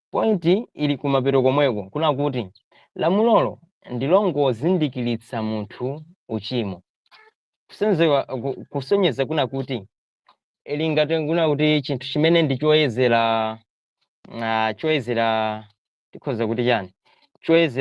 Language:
Nyanja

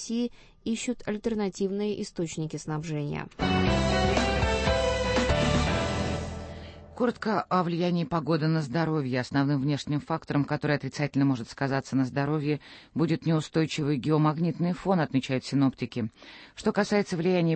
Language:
Russian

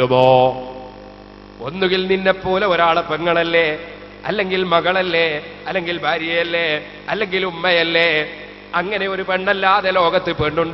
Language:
Malayalam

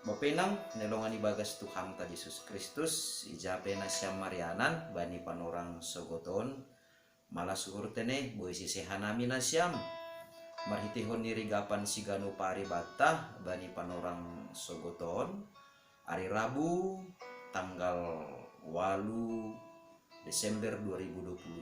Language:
Batak Simalungun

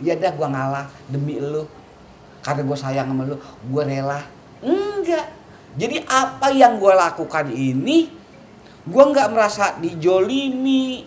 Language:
Betawi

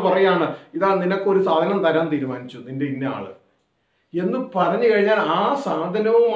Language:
Malayalam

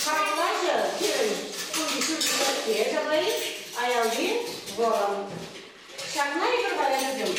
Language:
Chuvash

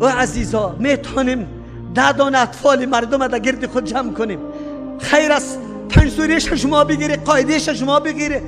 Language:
Persian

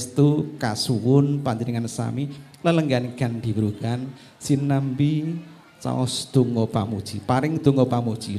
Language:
Javanese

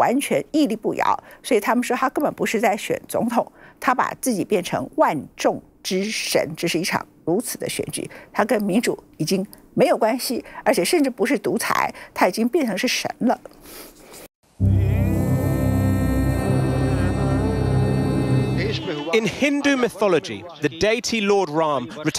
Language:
Chinese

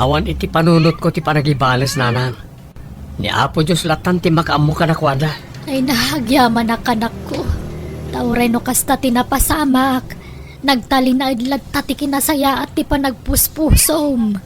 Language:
Iloko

